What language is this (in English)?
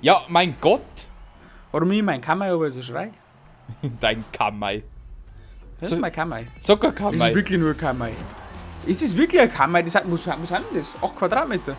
Bavarian